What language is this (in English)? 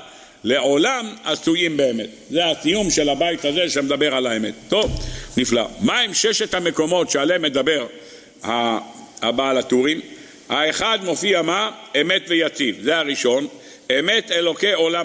Hebrew